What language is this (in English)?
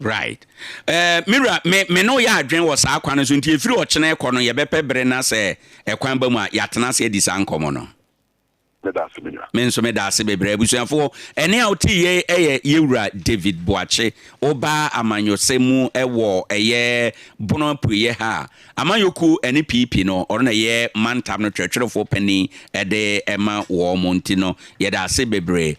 Akan